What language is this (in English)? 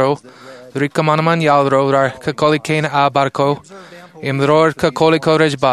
Marshallese